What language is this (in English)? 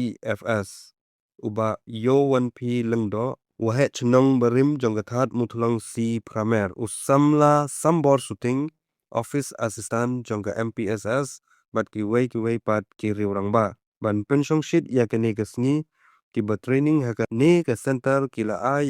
Khasi